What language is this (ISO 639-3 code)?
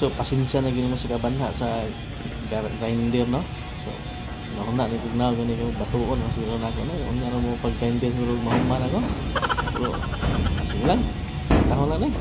ceb